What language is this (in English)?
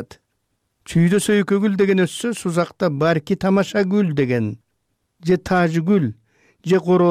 Kyrgyz